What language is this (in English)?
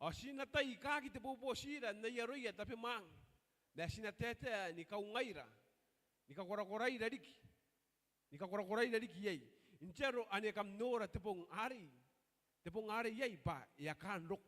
Gilbertese